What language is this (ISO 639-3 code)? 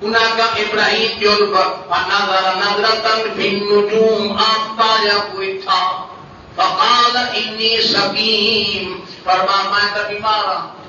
skr